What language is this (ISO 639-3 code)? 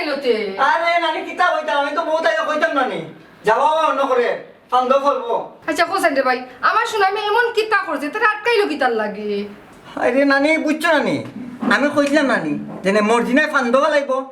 syl